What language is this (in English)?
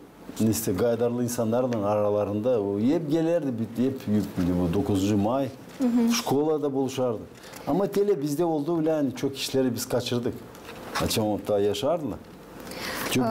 Gagauz